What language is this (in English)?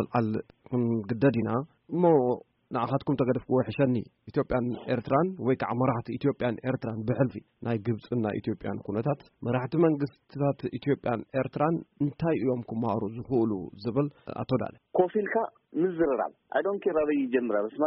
Tigrinya